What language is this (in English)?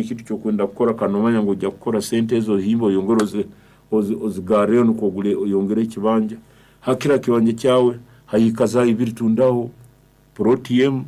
Nyankole